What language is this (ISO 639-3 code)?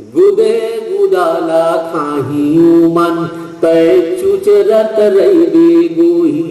hne